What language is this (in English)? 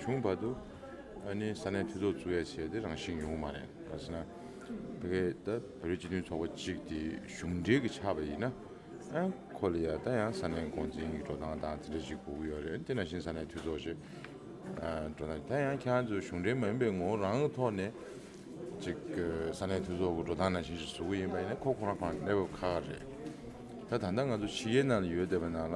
Tibetan